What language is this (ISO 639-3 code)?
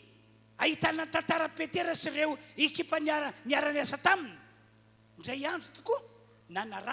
mlg